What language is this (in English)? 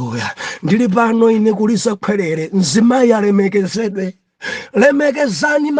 Nyanja